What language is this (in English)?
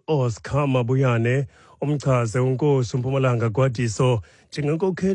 Xhosa